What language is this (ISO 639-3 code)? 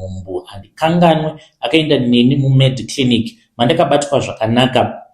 sna